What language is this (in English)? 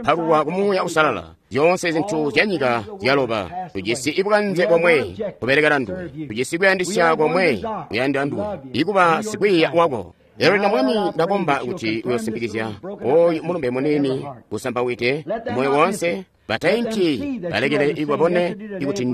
Tonga (Zambia)